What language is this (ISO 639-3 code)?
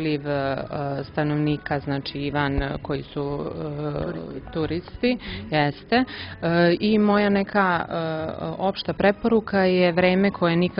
srp